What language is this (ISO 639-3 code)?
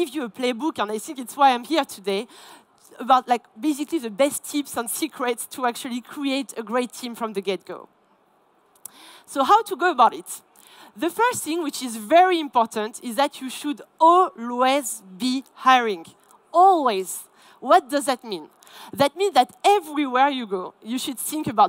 eng